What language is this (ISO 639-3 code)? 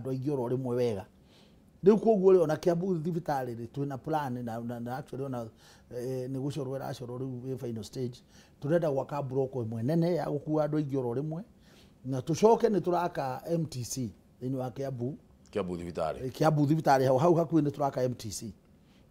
kik